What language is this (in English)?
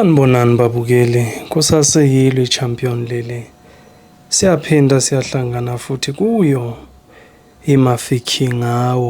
Zulu